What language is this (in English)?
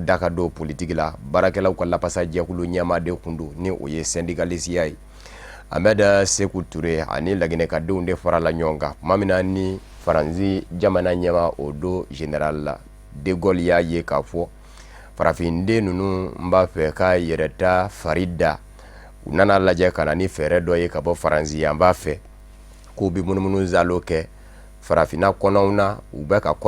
Bambara